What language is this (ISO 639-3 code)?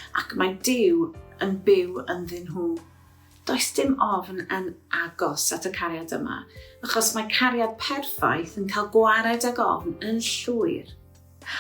cym